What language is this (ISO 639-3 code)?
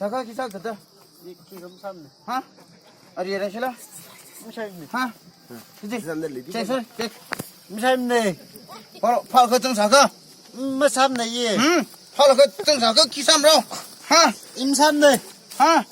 nmf